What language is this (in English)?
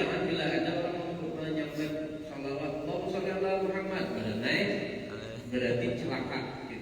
Banjar